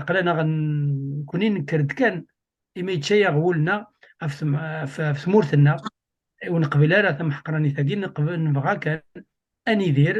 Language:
Kabyle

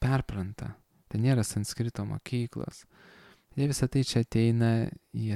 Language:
Lithuanian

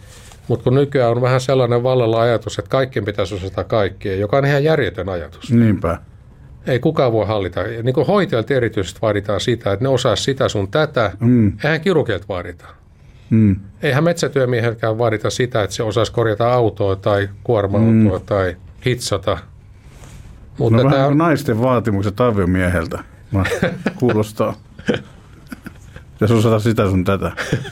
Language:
Finnish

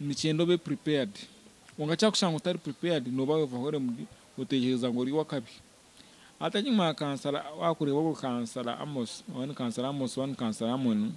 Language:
Nyankole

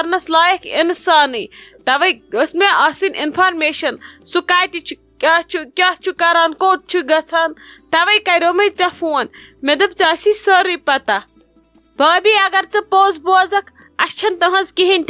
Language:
Kashmiri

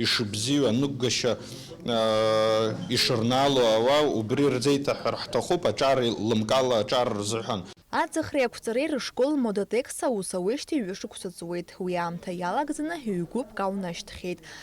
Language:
Abkhazian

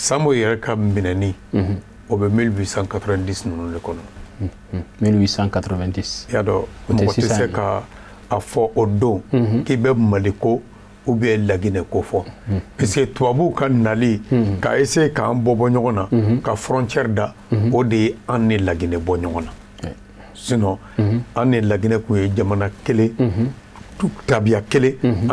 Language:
Bambara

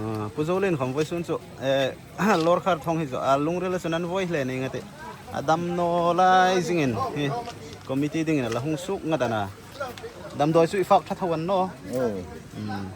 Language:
Hmar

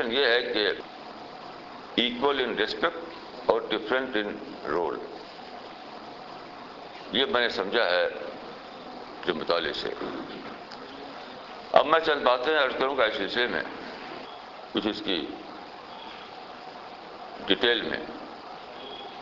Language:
Urdu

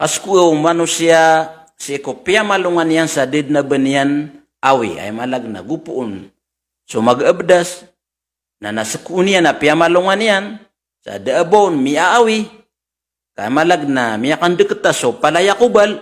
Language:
Maranao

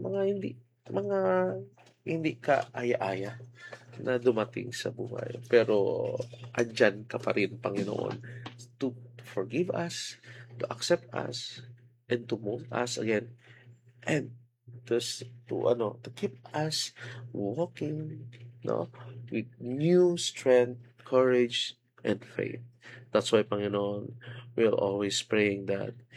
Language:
Filipino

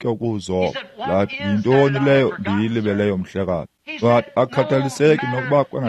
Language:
Xhosa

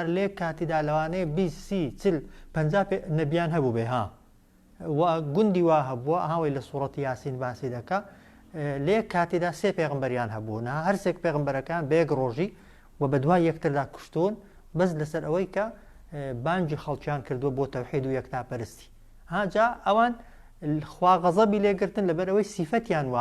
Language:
Central Kurdish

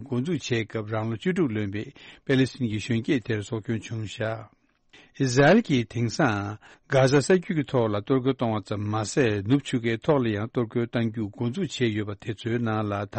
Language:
Tibetan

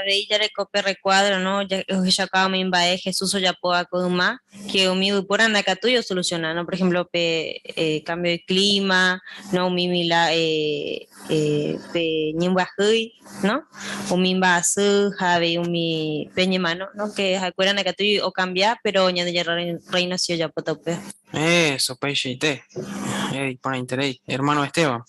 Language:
Guarani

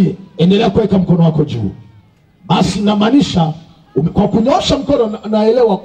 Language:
Swahili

